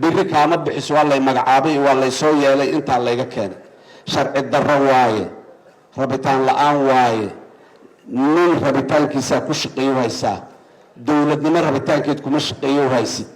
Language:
Somali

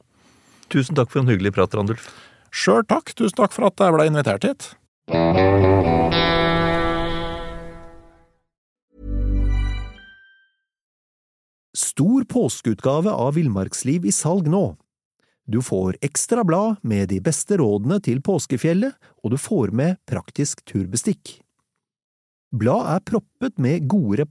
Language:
Norwegian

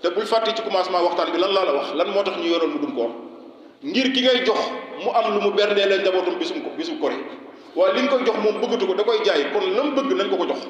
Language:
Wolof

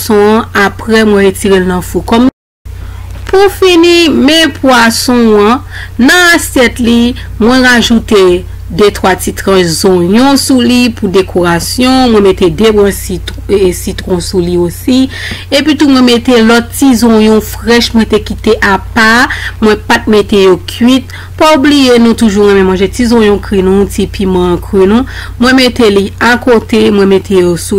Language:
Haitian Creole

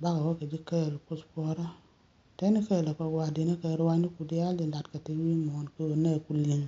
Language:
Nuer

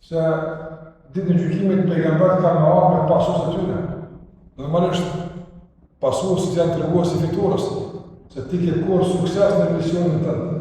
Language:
Albanian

